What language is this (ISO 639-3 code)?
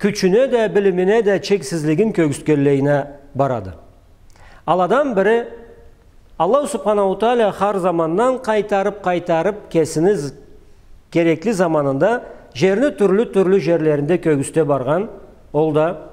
krc